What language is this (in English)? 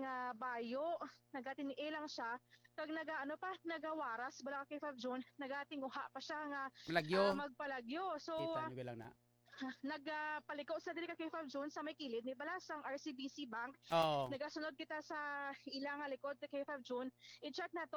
Hiligaynon